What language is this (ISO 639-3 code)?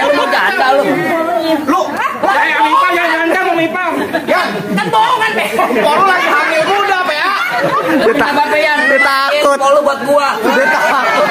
bew